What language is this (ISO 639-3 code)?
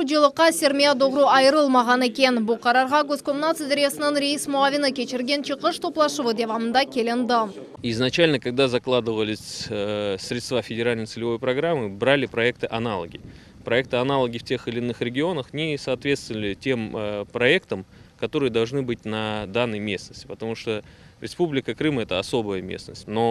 crh